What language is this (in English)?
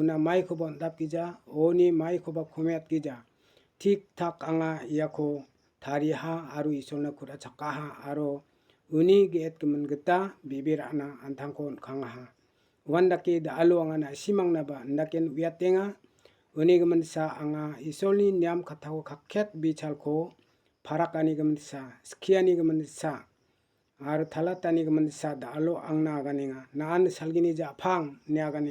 Garo